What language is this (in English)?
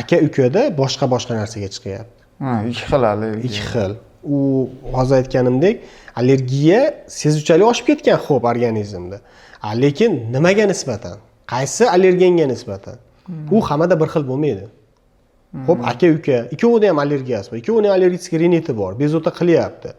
Uzbek